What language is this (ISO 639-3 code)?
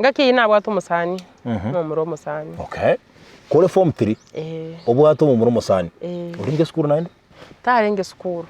guz